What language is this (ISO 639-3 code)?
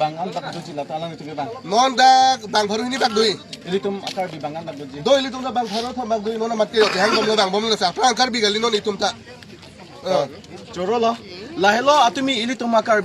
mjw